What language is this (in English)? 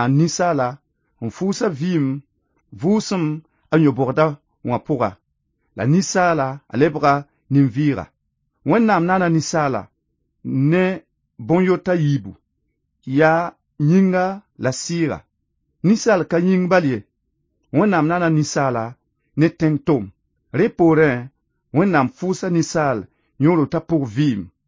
Mossi